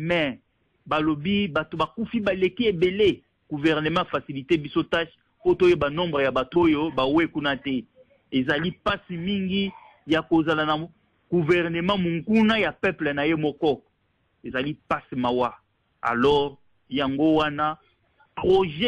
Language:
Lingala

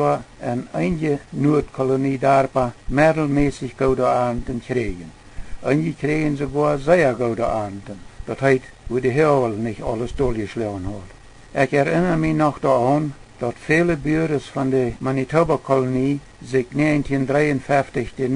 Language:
Plautdietsch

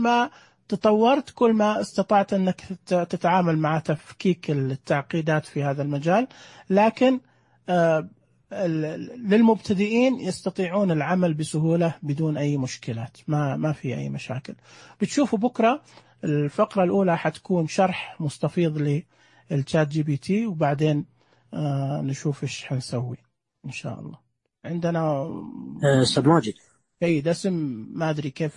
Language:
Najdi Arabic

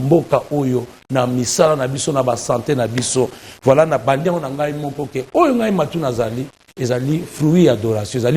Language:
Lingala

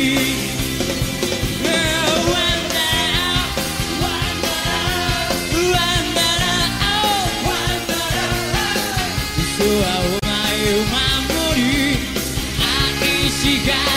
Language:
Japanese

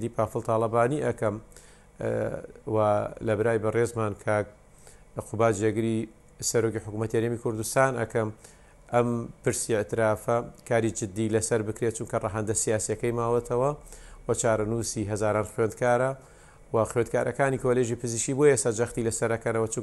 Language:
Central Kurdish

